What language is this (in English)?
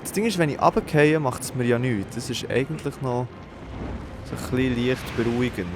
Swiss German